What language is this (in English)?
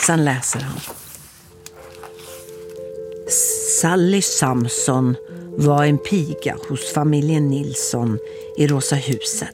Swedish